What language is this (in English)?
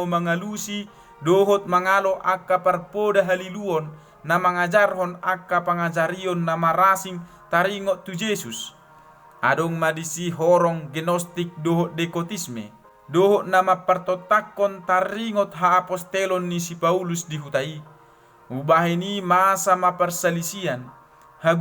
Batak Toba